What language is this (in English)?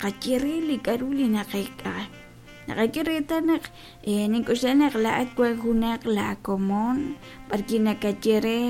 Kekchí